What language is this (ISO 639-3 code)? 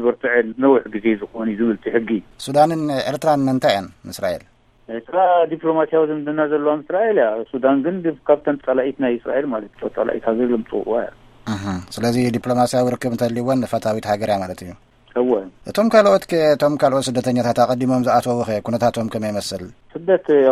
tir